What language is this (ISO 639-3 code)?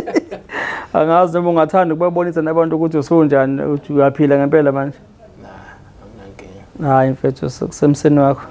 zul